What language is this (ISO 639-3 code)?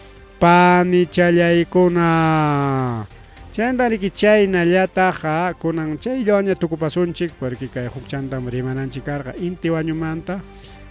quy